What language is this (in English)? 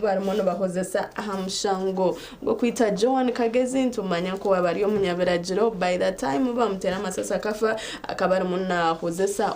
Nyankole